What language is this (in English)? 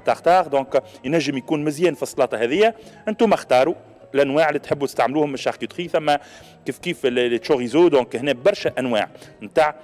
Tunisian Arabic